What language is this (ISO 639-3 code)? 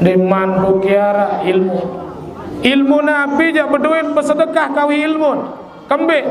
sas